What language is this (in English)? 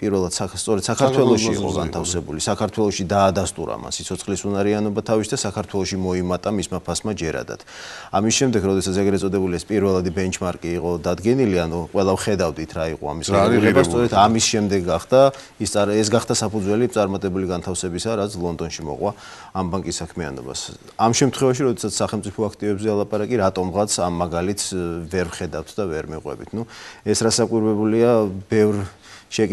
Georgian